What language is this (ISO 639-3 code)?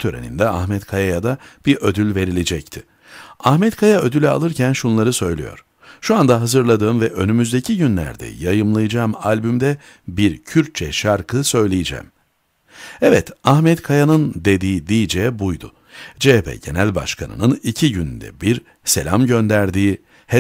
tur